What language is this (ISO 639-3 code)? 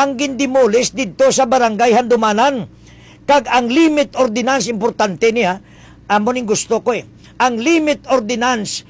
hil